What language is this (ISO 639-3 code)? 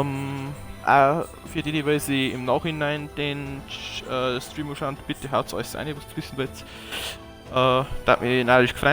bar